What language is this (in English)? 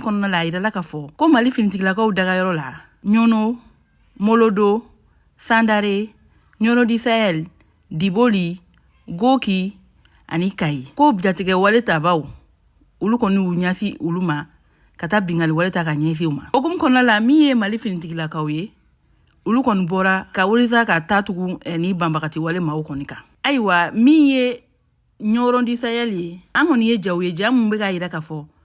Bambara